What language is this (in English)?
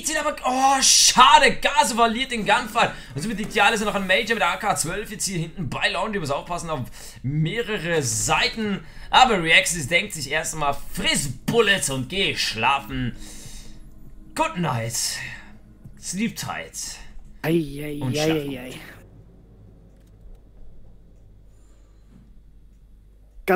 German